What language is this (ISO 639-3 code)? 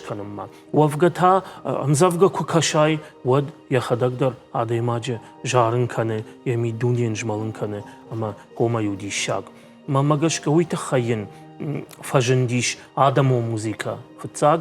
oss